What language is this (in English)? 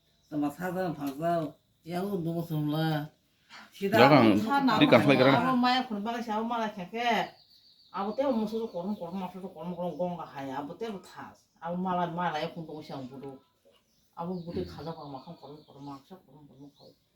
Kok Borok